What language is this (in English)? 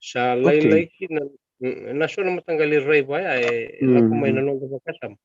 Fijian